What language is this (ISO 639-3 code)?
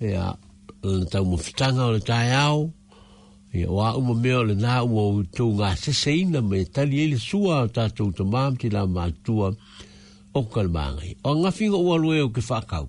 smo